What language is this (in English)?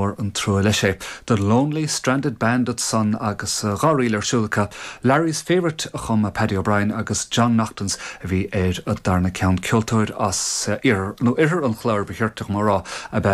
Irish